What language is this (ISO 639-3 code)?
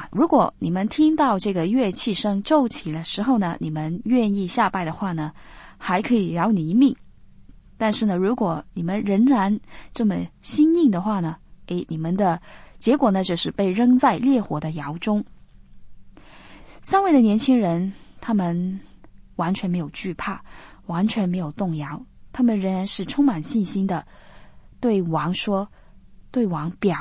zho